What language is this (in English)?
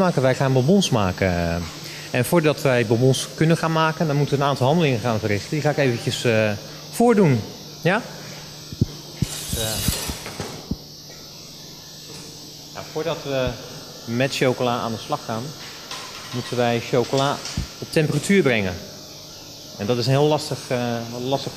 Dutch